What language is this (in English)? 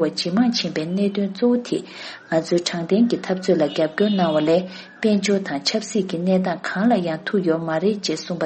Tibetan